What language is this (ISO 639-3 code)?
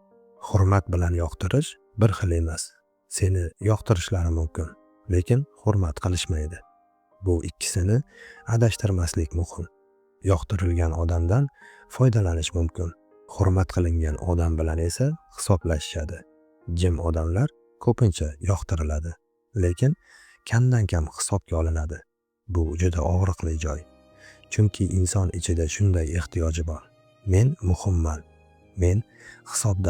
uzb